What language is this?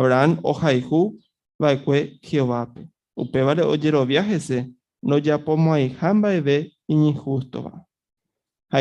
Guarani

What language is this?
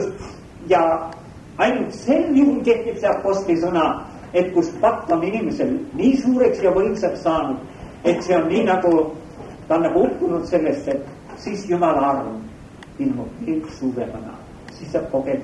Estonian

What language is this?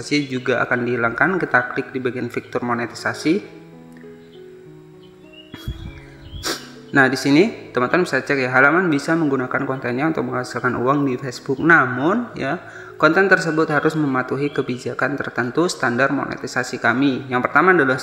Indonesian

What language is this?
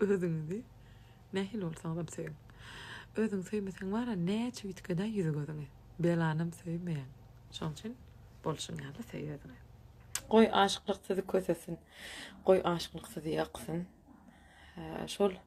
Turkmen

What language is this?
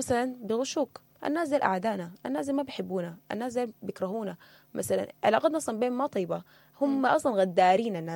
Sudanese Arabic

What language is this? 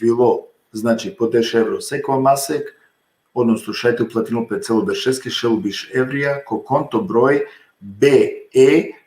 Balkan Romani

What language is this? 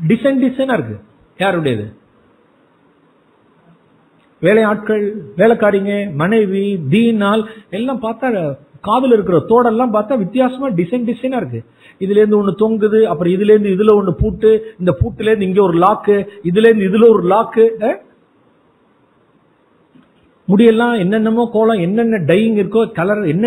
Tamil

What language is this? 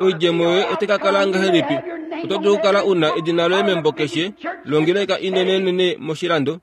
Kuanyama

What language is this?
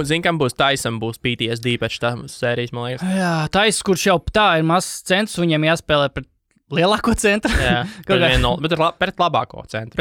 Latvian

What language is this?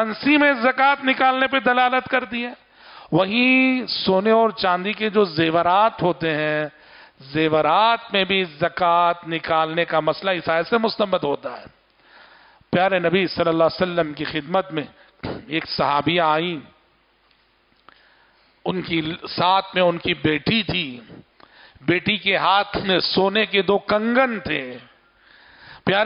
Urdu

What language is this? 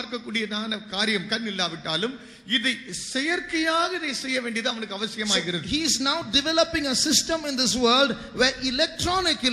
Tamil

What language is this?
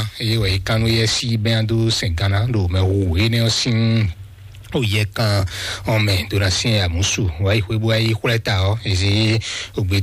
Fon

